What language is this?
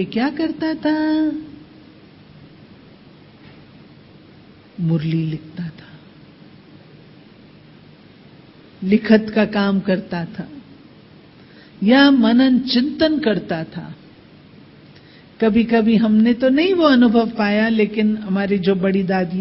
Hindi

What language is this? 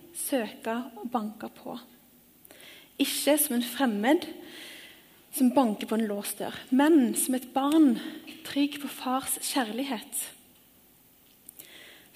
Norwegian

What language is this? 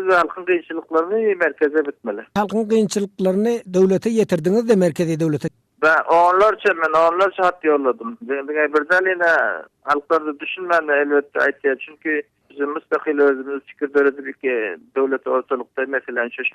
Turkmen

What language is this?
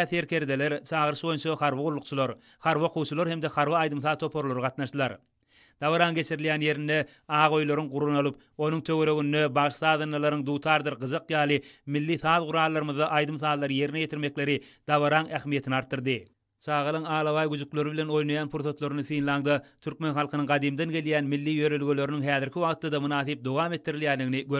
Turkmen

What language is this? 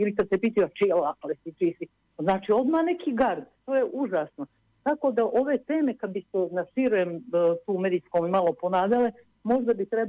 Bosnian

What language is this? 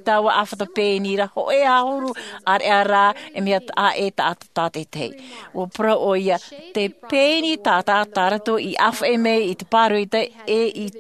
Tahitian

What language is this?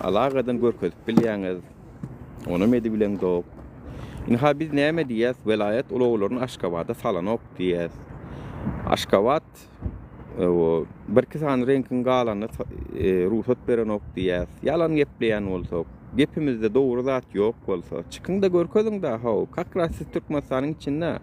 Turkmen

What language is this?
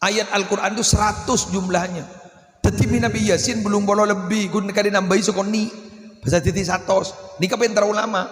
Madurese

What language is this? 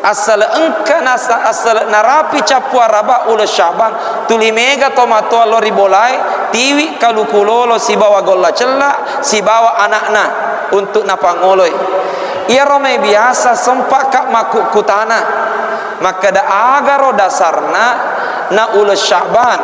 Buginese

